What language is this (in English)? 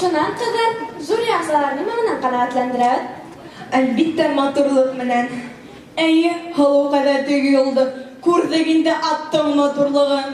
Bashkir